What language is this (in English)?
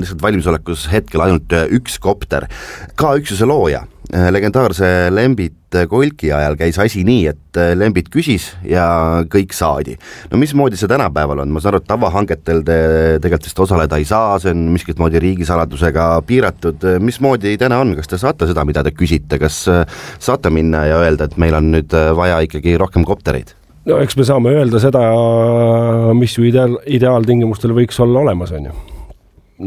Estonian